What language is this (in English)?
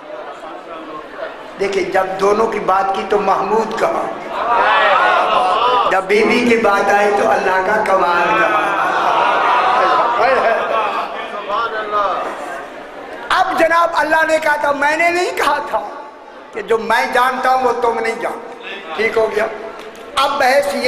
Urdu